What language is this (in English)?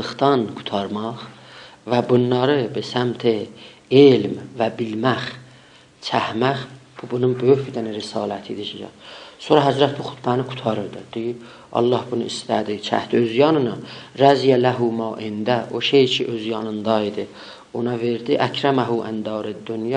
South Azerbaijani